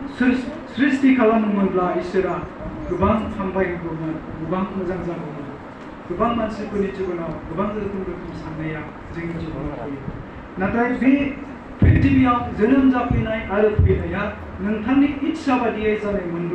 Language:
Bodo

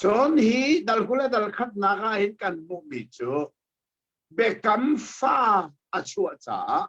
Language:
Hakha Chin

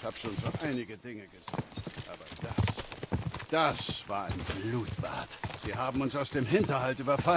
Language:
Bavarian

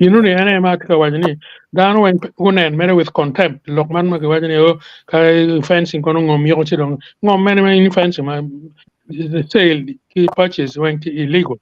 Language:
Acoli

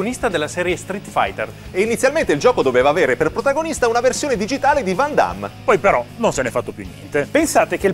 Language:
Italian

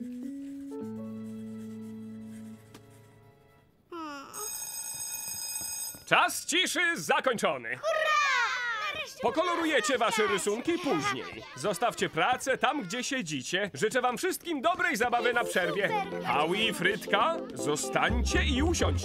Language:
Polish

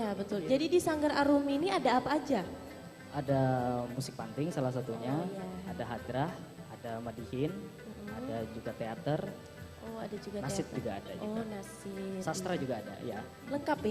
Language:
Banjar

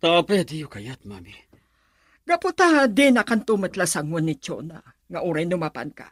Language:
Iloko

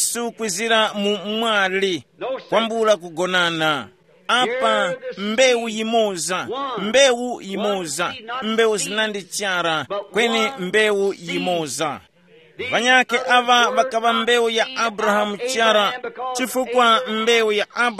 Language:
Tumbuka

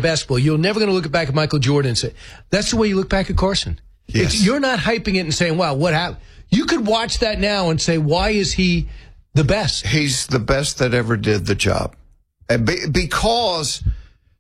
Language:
English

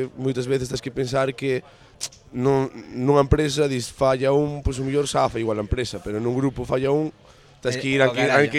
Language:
Galician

